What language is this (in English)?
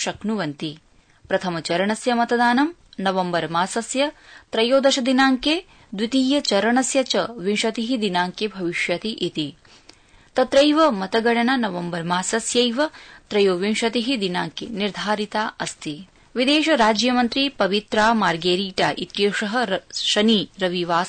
Sanskrit